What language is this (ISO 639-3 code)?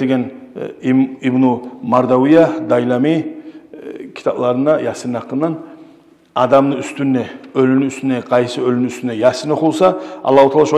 kum